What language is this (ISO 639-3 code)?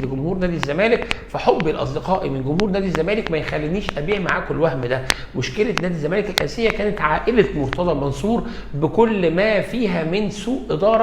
arz